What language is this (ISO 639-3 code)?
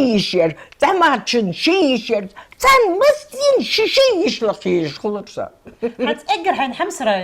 inh